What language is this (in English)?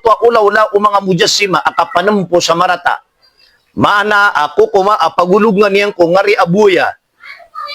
Maranao